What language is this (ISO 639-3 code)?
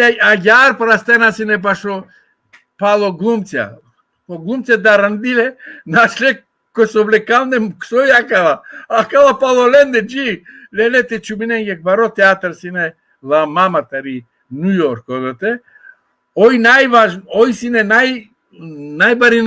rmn